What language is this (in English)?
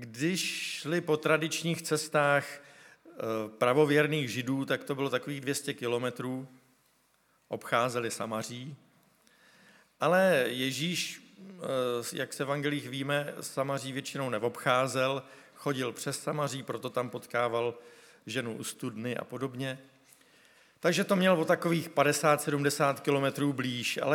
Czech